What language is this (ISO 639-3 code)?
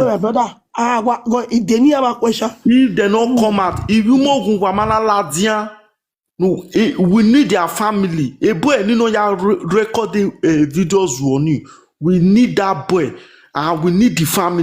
pcm